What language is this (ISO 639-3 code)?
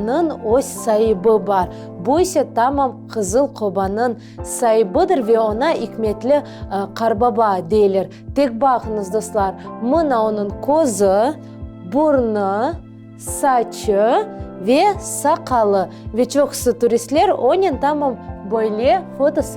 crh